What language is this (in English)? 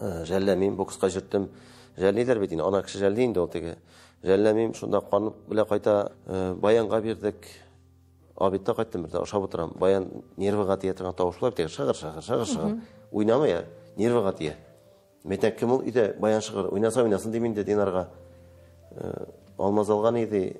Tatar